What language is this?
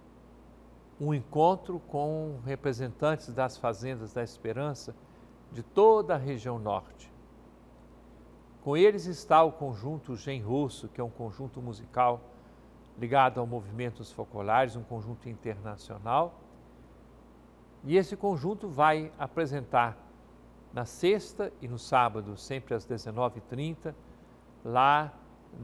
Portuguese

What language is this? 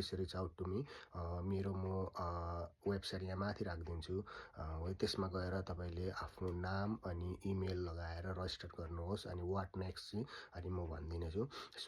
Nepali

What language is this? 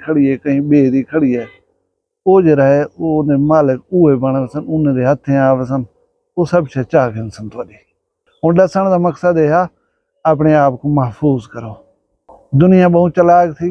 Saraiki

